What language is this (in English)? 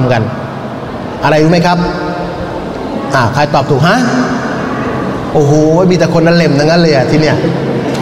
Thai